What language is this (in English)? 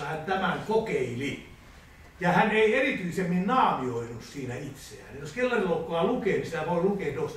Finnish